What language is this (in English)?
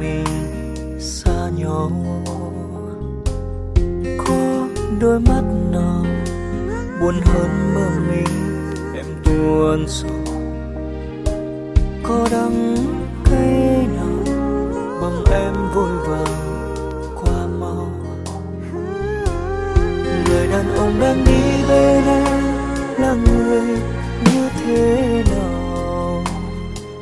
Vietnamese